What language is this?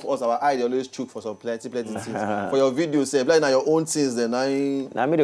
Nigerian Pidgin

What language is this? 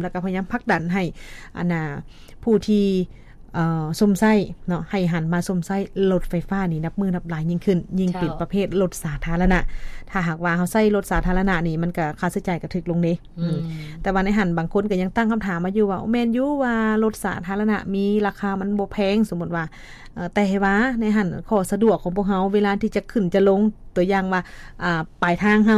Lao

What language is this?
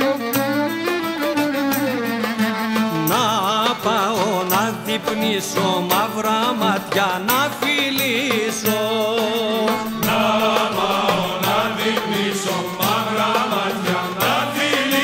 Greek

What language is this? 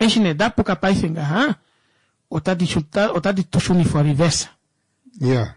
Kuanyama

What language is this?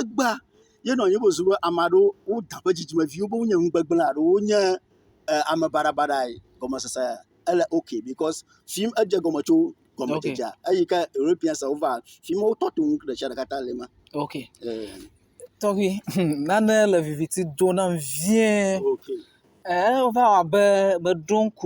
Ewe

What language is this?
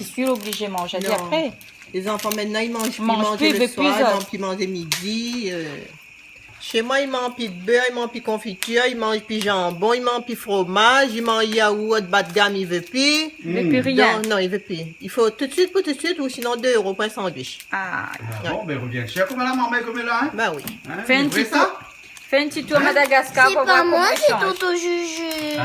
Réunion Creole French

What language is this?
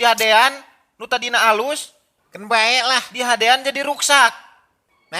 Sundanese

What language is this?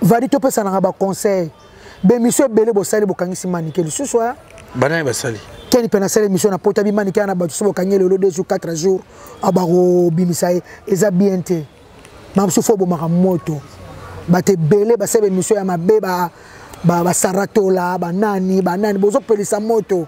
Lingala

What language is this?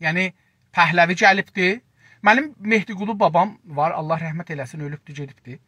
South Azerbaijani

